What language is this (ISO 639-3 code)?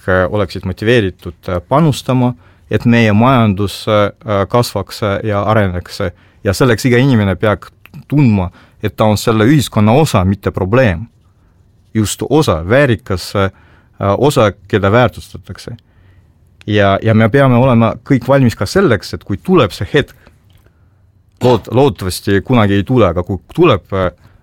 est